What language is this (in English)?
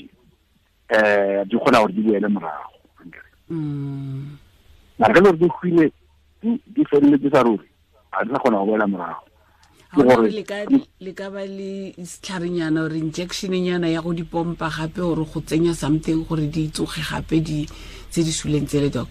Tswana